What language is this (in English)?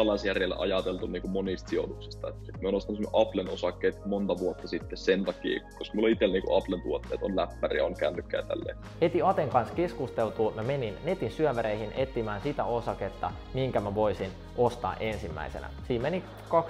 Finnish